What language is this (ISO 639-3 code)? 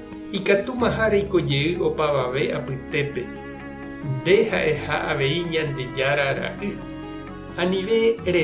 grn